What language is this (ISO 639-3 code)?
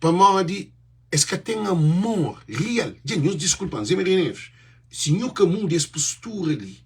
kea